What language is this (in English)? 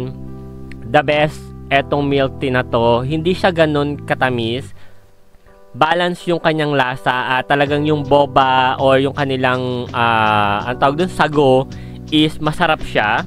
Filipino